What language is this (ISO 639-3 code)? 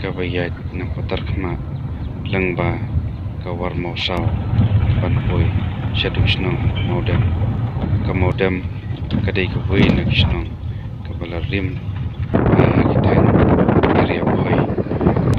kha